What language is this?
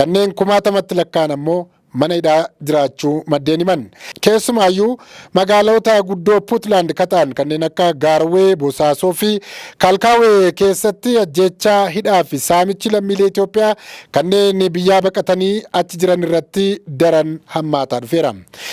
Oromo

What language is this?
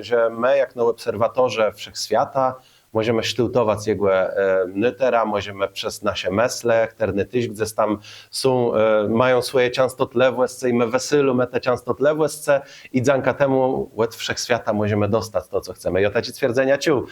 Kashubian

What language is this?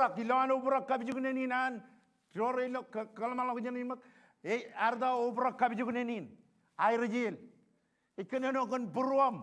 Marshallese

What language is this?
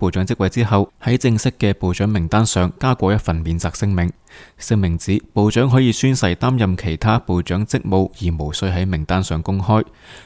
Cantonese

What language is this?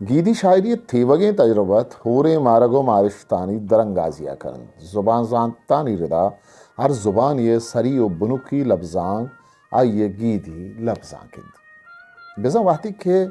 Eastern Balochi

